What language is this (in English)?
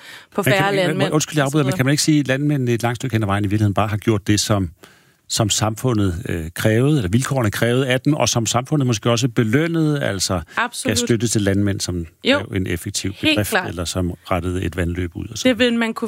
Danish